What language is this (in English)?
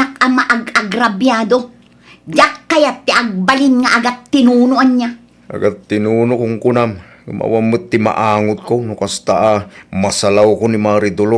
Iloko